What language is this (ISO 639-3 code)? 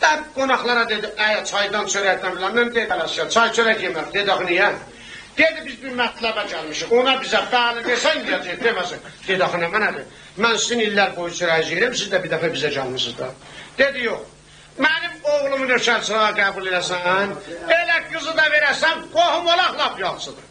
azb